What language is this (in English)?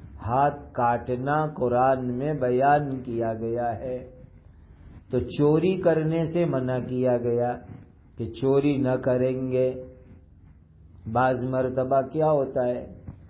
Urdu